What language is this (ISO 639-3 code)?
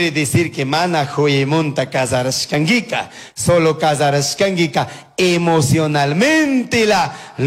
qug